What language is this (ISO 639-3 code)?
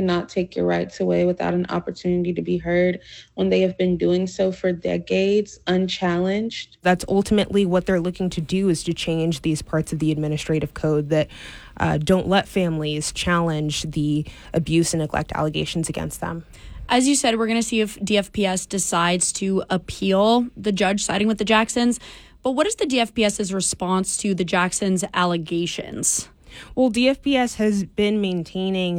eng